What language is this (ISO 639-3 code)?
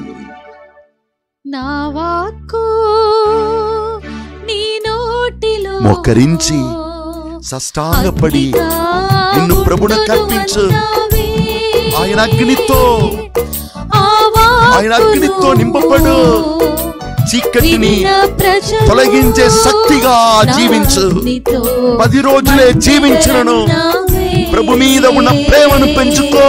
tel